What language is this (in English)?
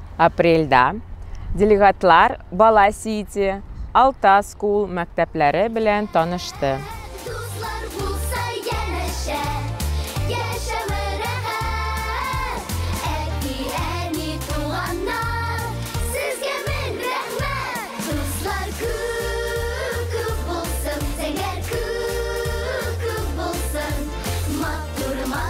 Tatar